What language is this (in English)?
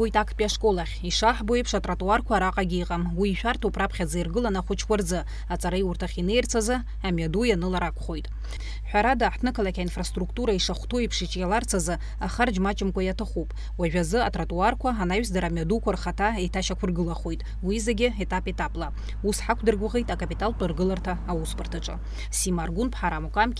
Abkhazian